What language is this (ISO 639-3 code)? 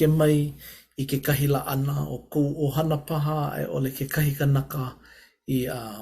haw